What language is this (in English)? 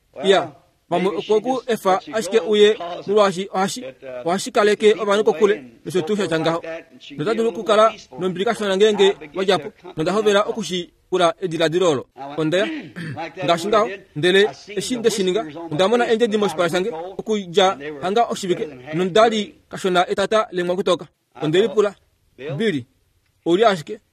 Kuanyama